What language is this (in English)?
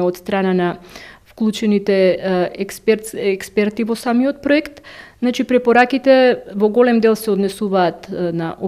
Macedonian